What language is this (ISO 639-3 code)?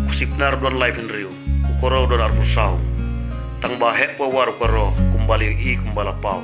kha